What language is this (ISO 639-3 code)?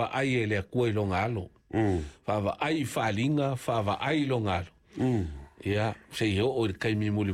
smo